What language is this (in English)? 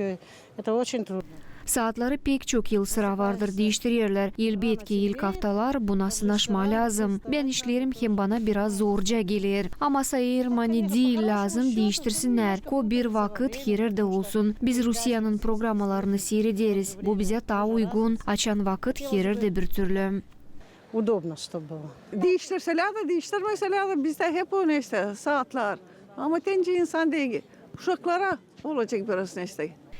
Gagauz